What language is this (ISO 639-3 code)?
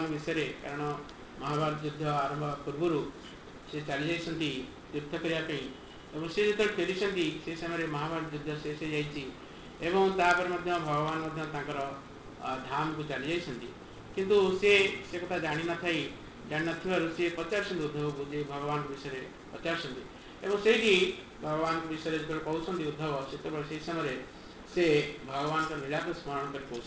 ori